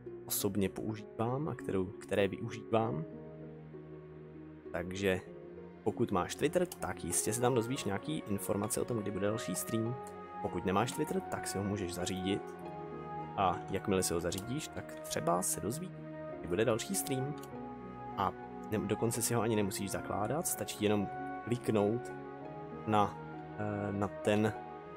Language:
Czech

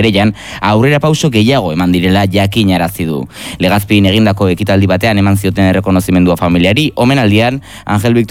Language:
Basque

